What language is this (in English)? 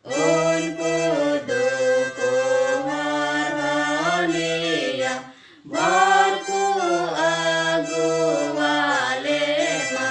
Santali